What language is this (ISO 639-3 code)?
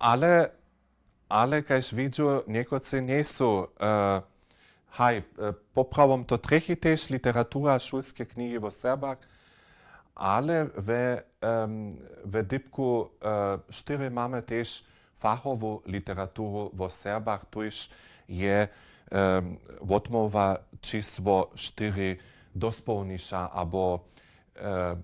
hsb